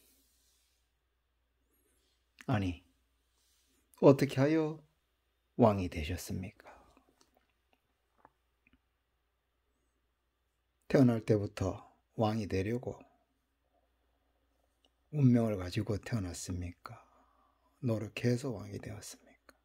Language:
Korean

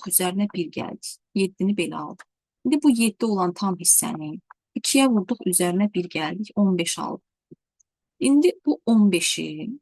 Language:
Azerbaijani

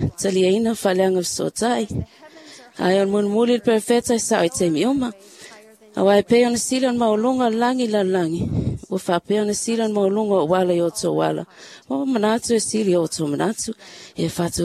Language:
Samoan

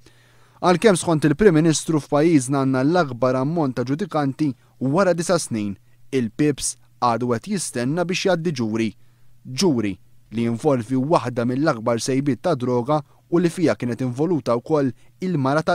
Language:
Maltese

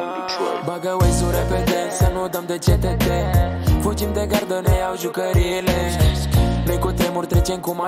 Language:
Romanian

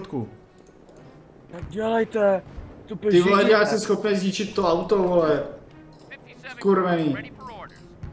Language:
Czech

